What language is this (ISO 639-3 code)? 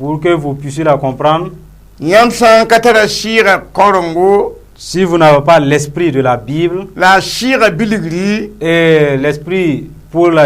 mos